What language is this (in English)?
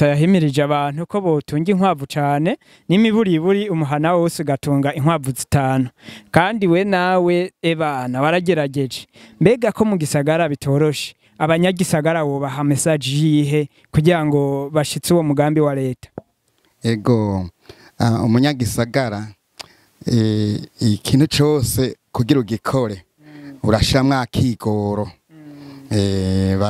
Rundi